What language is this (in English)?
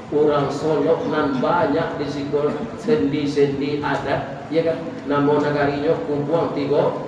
Minangkabau